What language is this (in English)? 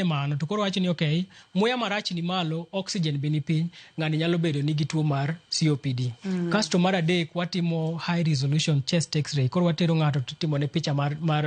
Luo (Kenya and Tanzania)